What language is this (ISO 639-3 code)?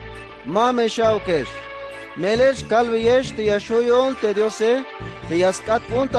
tzh